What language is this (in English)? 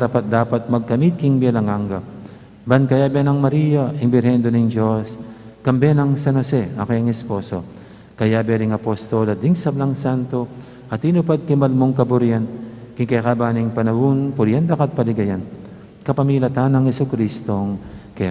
Pampanga